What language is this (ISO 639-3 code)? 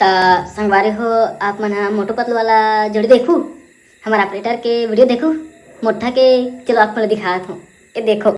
hne